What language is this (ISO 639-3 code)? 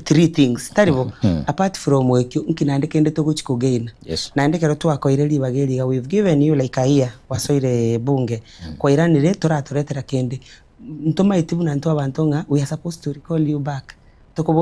guz